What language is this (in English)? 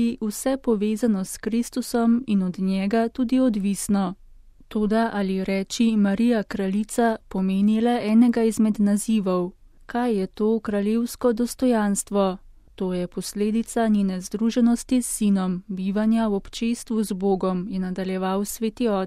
Slovenian